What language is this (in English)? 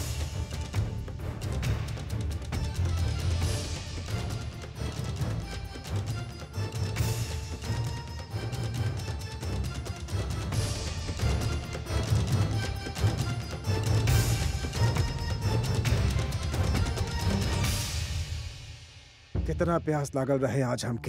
Bhojpuri